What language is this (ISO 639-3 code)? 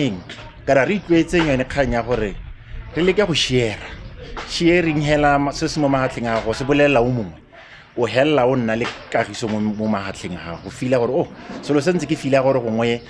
tsn